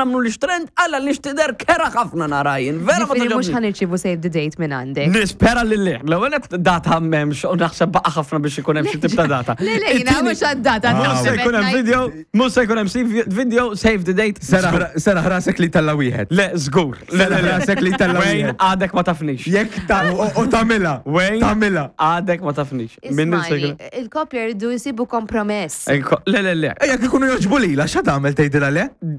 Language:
Maltese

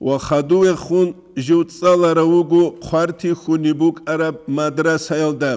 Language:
Avaric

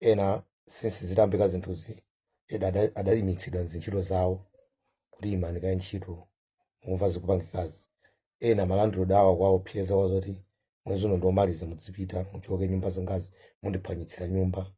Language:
Nyanja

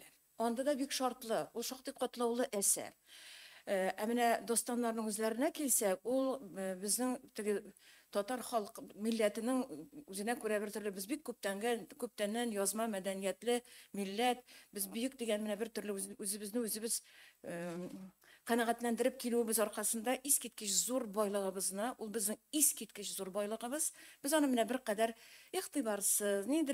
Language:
Tatar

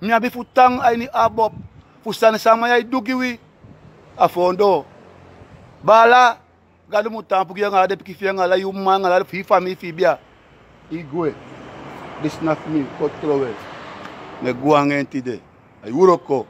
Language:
Sranan Tongo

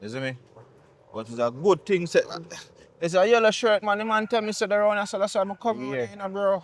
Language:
Jamaican Creole English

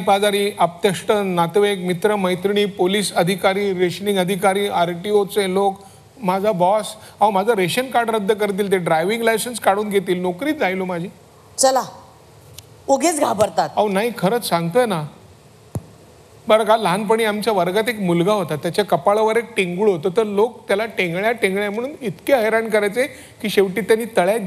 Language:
Marathi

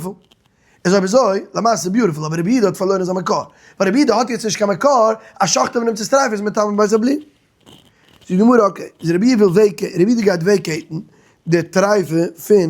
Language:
Yiddish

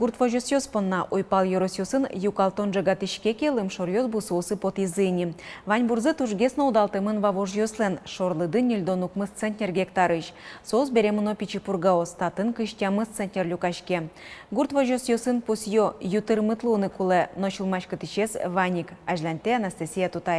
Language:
Udmurt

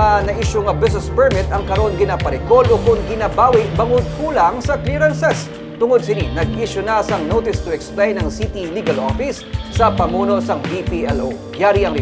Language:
Hiligaynon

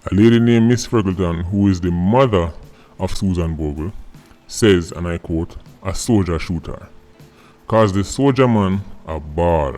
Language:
Jamaican Creole English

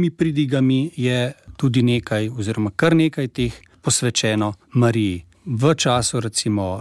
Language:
Slovenian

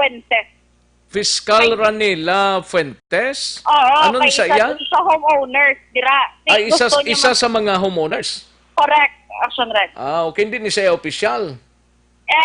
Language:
Hiligaynon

